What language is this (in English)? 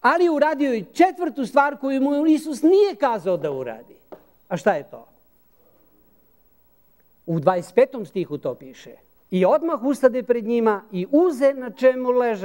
Serbian